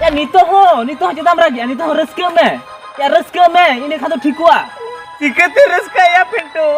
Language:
Santali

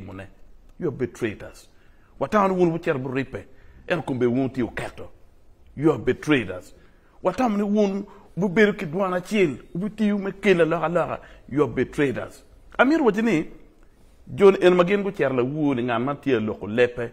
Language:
Acoli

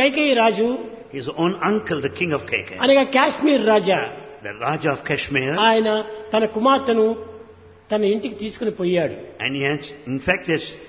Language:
Telugu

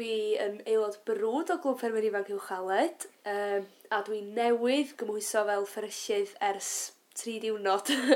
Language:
Welsh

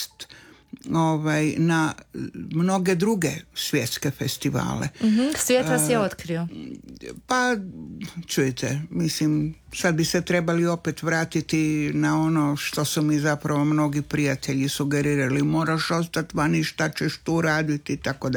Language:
Croatian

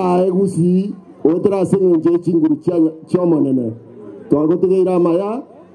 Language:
Gusii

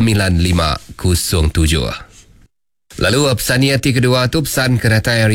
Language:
Iban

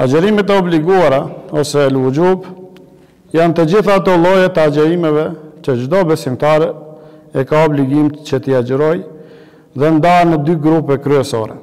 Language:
Albanian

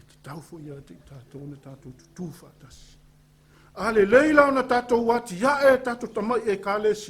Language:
Samoan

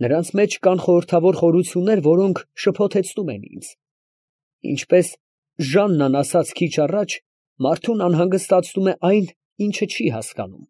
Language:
Armenian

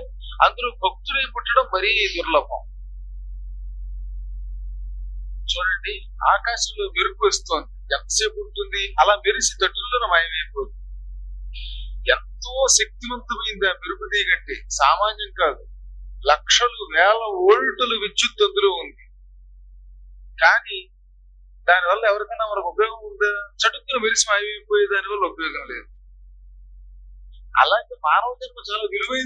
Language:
Telugu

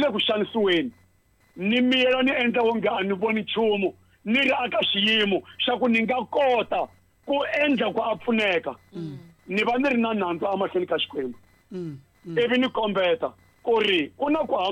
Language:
Tsonga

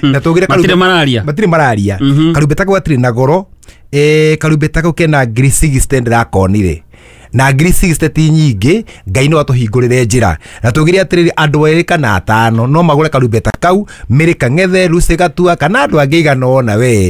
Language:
Kikuyu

